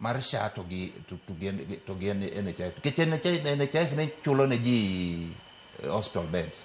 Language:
Luo (Kenya and Tanzania)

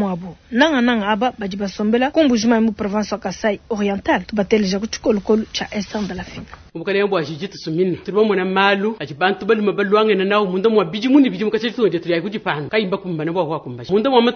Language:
Luba-Lulua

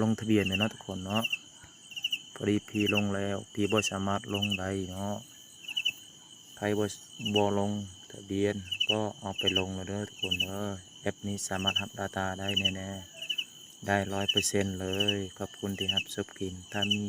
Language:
Lao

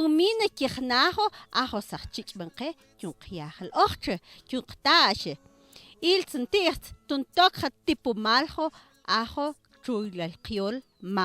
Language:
Mam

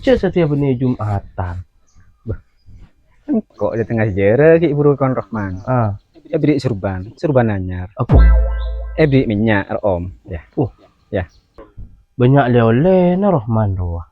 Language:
Madurese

